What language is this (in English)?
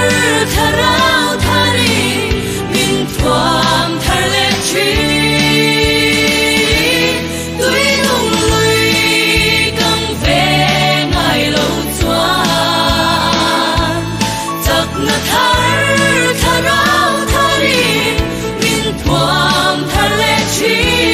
Mizo